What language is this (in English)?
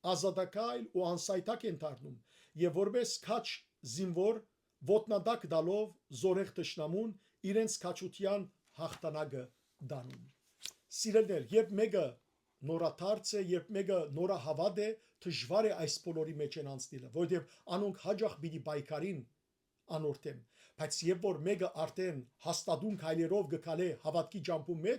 Western Armenian